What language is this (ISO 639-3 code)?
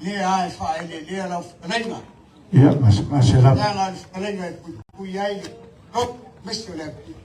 smo